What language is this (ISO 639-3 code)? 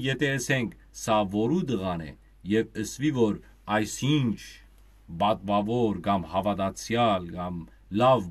hyw